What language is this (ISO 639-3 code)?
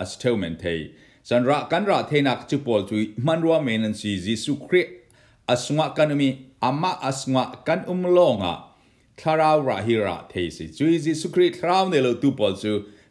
cfm